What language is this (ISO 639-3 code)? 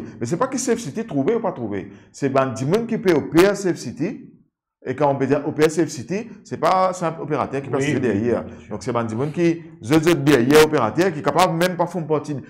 mfe